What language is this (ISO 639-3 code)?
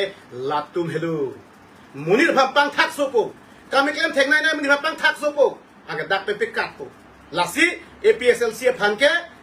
mjw